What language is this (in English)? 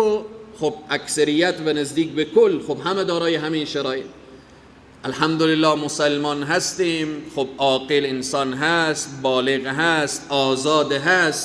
Persian